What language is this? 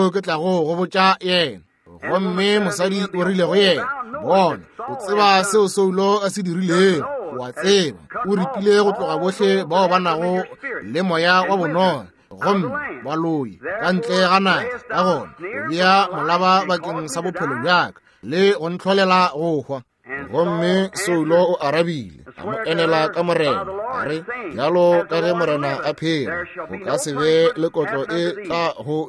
Northern Sotho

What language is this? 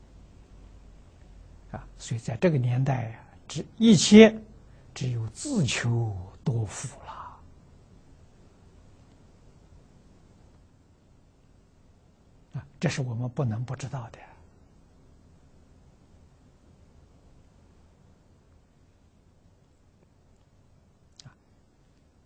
Chinese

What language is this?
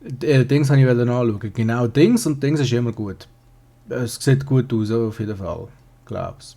Swiss German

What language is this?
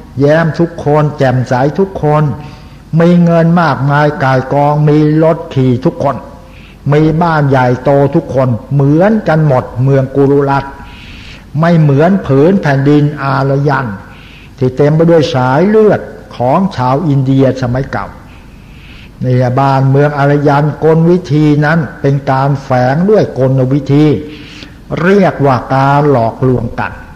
Thai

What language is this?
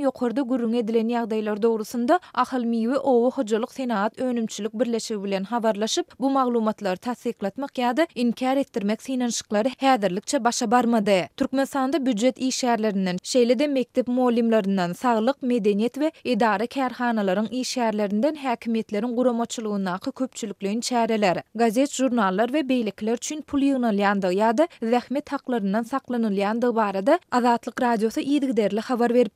Turkmen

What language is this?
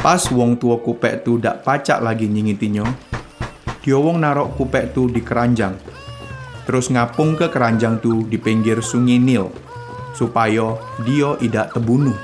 Musi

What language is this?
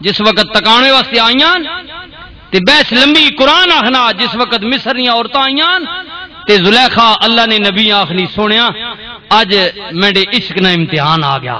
Western Panjabi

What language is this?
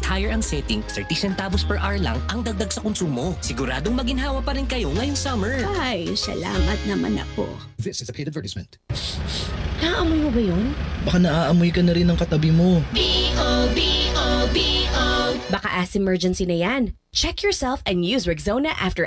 Filipino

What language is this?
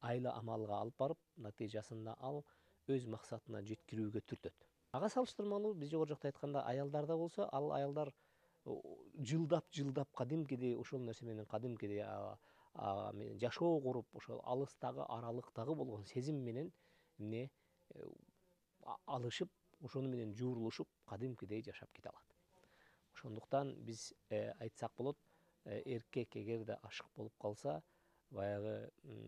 Kyrgyz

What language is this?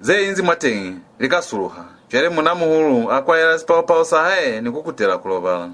Lozi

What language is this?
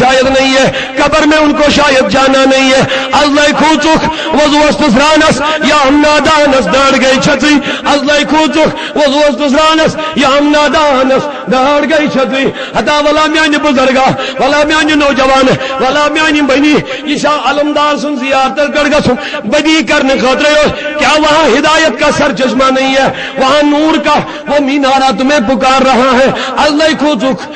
Kashmiri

